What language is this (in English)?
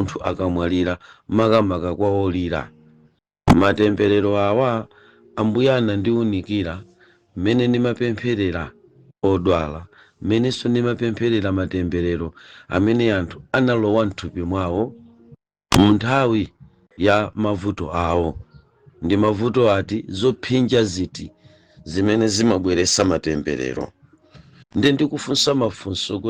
Nyanja